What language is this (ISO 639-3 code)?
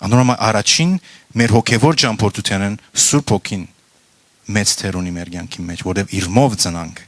hyw